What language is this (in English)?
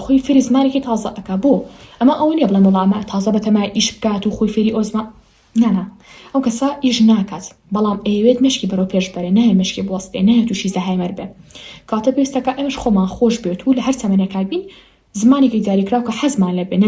Central Kurdish